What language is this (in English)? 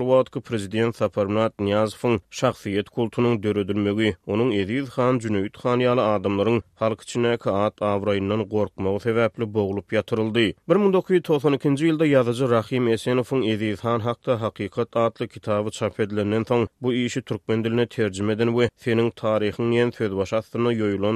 Turkmen